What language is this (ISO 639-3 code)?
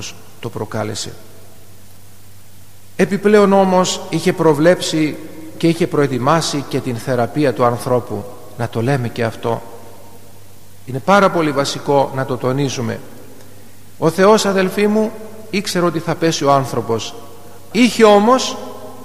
ell